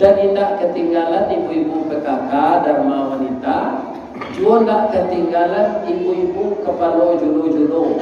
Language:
Minangkabau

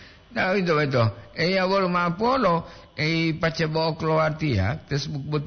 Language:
Gorontalo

